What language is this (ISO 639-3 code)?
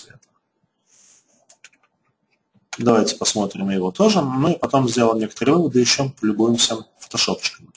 rus